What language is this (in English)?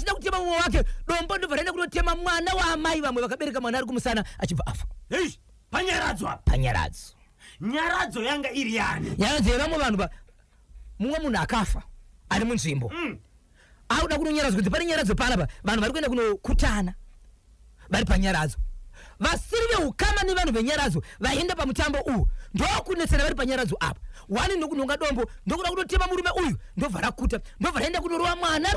Shona